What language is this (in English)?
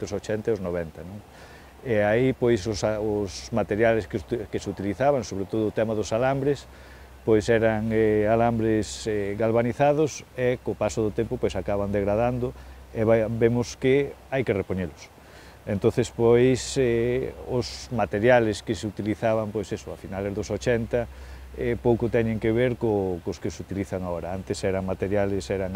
Galician